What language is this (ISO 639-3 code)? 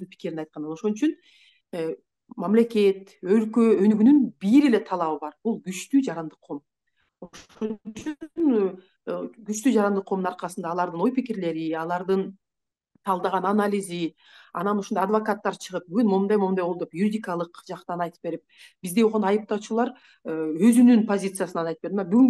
kir